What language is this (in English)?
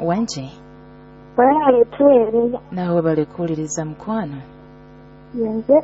Nyoro